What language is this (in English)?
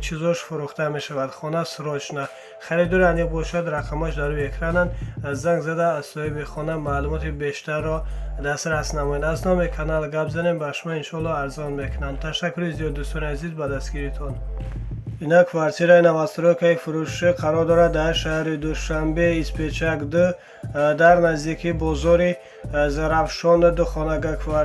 Tajik